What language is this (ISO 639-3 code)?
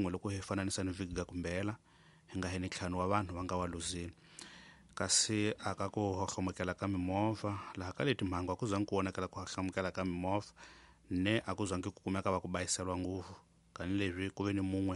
tso